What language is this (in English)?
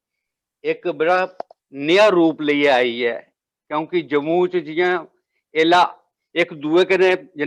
Dogri